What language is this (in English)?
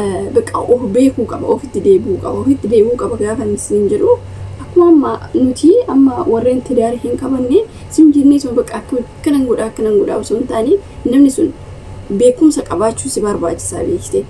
Oromo